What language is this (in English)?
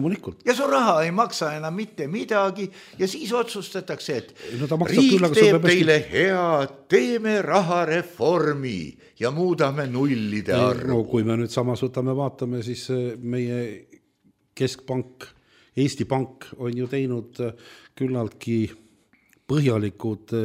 Estonian